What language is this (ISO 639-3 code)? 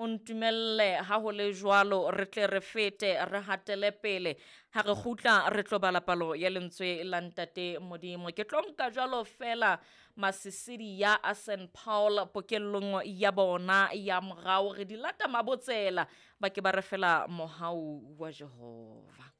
sot